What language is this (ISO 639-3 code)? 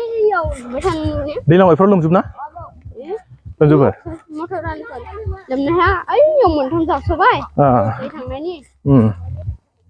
brx